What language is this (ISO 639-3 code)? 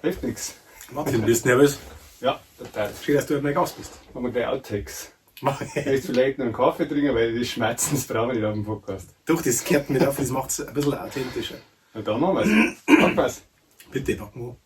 bar